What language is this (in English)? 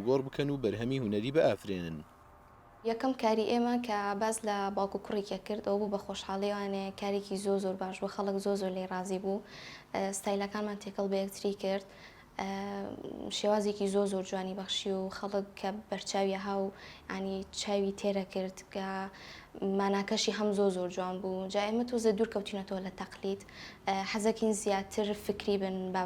Central Kurdish